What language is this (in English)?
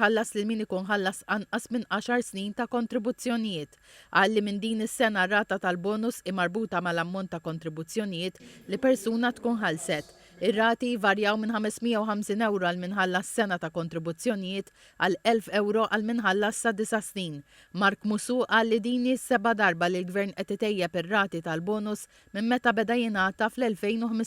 Maltese